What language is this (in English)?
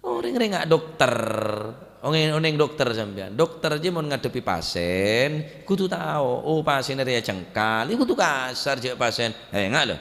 Madurese